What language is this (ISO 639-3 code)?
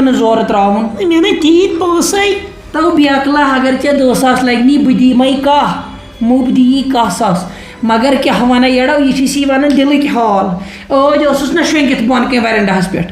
kas